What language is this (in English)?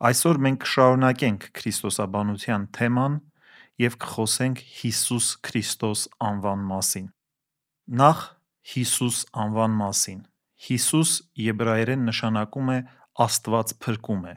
Armenian